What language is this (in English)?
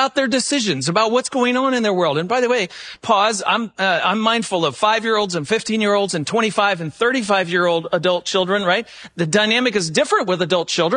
English